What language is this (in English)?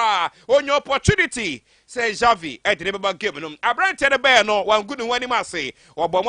Akan